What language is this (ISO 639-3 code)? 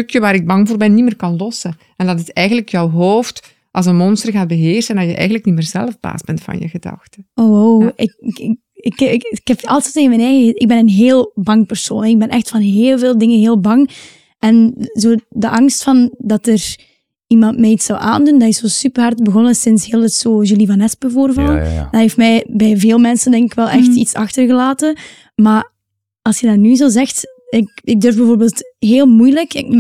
nld